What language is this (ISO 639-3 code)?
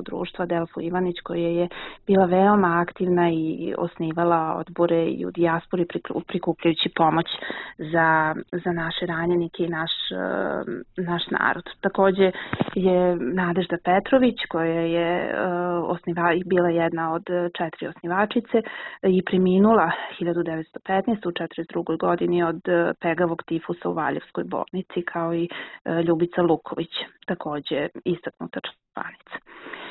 srp